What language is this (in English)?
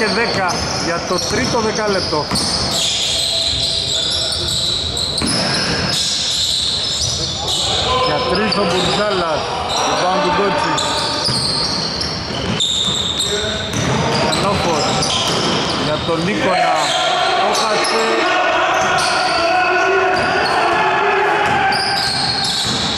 Greek